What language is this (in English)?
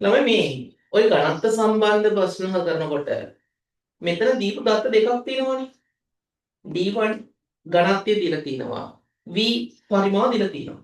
Sinhala